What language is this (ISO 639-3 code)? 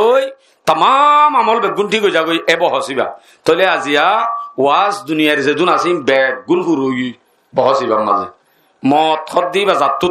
rhg